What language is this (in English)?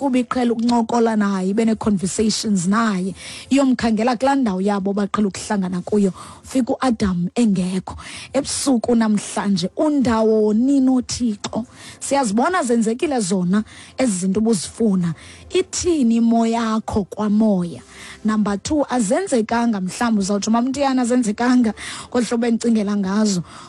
Xhosa